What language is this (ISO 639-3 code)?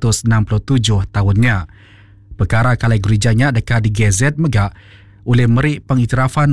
iba